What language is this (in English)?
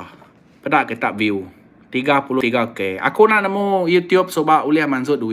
Iban